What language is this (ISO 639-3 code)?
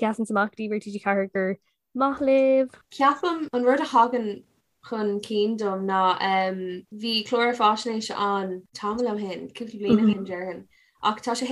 gle